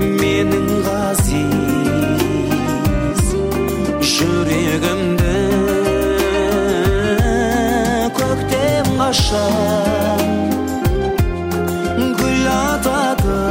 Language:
Kazakh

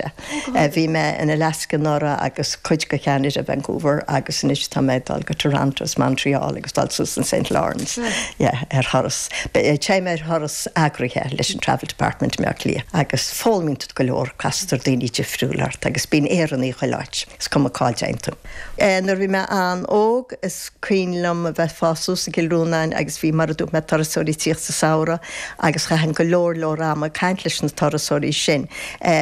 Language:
Irish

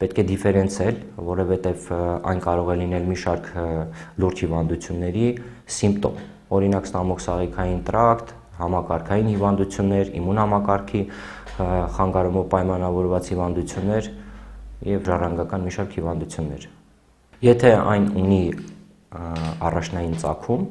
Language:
Armenian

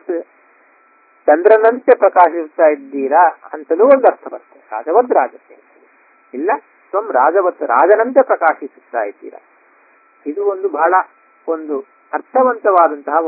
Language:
Kannada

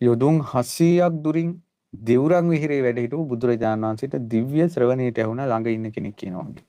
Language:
Sinhala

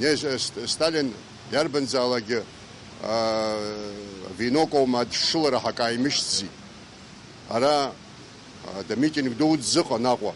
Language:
Abkhazian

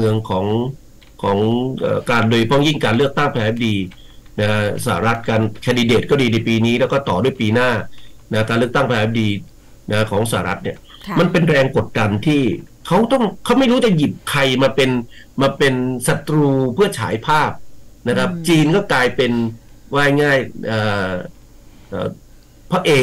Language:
Thai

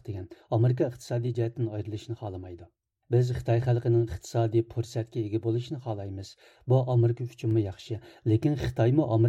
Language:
Uyghur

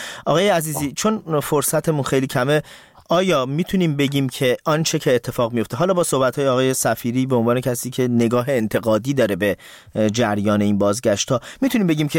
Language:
Persian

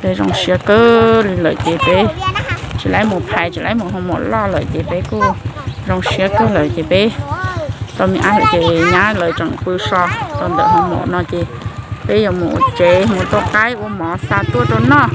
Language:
Hmong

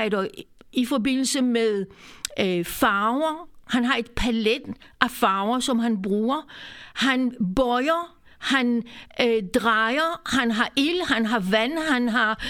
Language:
Danish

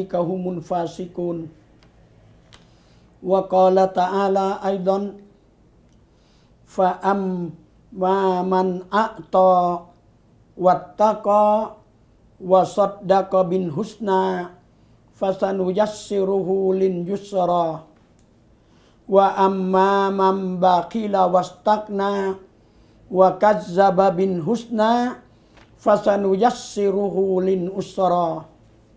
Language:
Thai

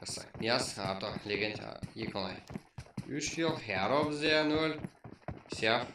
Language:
Kara-Kalpak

